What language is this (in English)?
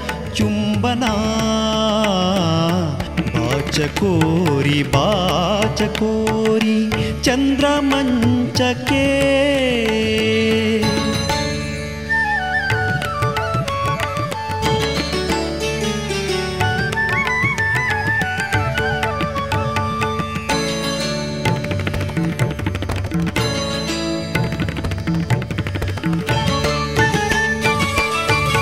Kannada